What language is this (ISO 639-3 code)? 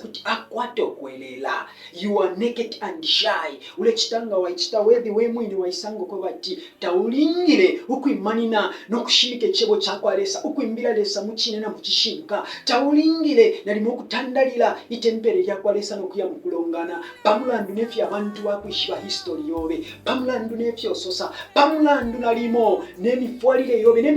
bem